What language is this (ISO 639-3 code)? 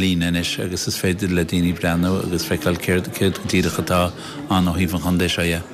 gle